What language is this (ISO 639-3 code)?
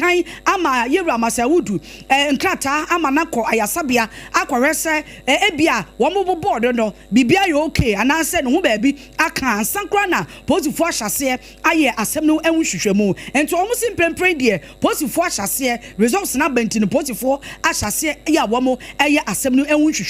aka